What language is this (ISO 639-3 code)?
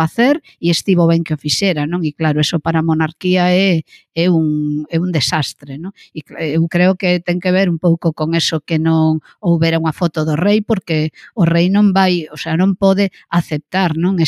glg